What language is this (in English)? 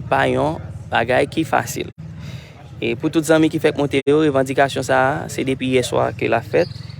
Haitian Creole